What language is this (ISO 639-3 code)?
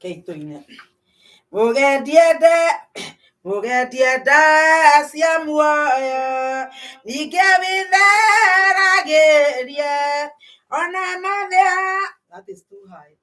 kik